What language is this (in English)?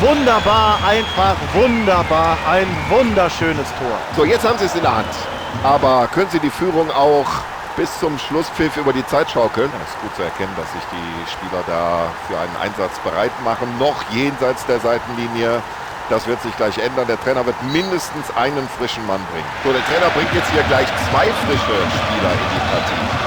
Bavarian